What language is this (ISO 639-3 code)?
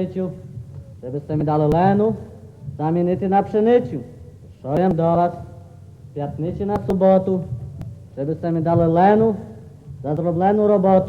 rue